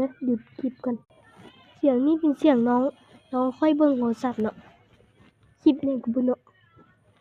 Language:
Lao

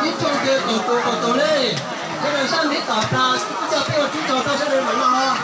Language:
Hmong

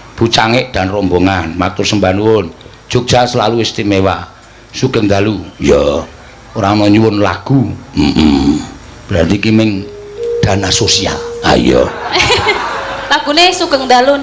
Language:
Javanese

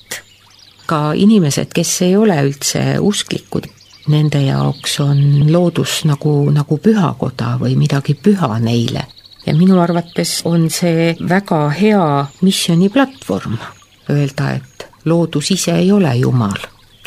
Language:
Estonian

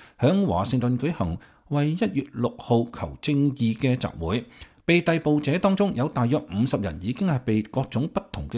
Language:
Cantonese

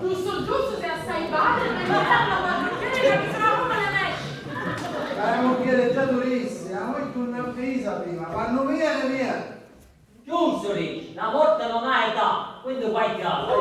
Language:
Sicilian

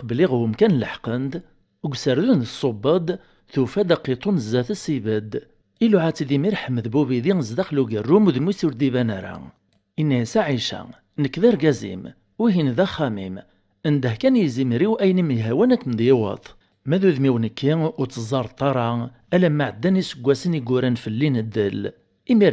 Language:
Kabyle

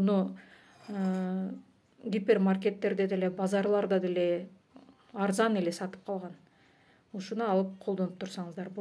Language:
Kyrgyz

